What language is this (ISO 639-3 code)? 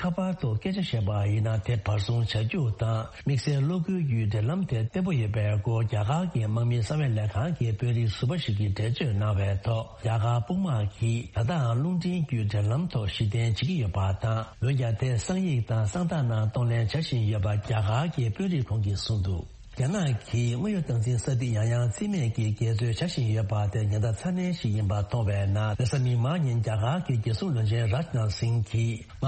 bod